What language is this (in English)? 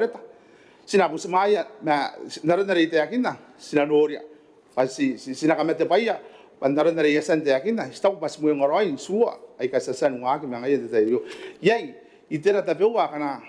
Gilbertese